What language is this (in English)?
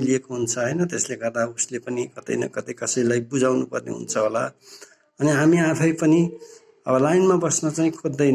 Nepali